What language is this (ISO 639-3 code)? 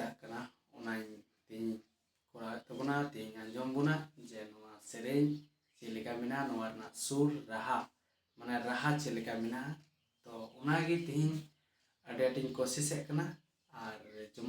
sat